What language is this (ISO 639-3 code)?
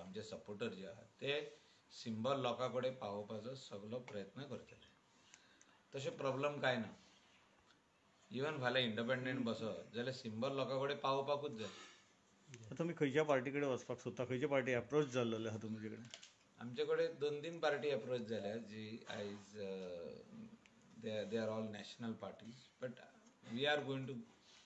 kok